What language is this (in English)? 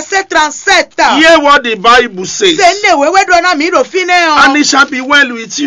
Fon